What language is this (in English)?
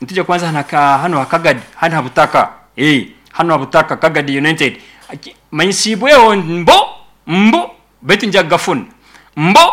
Nyoro